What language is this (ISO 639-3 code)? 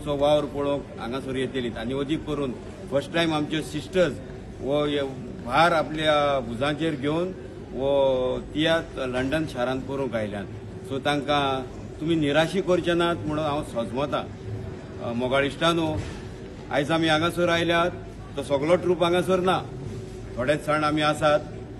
kok